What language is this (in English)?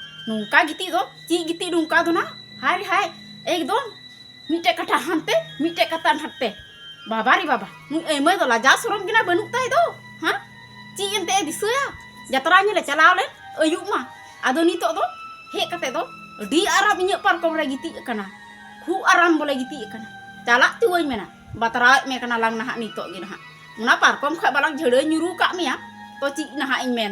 Santali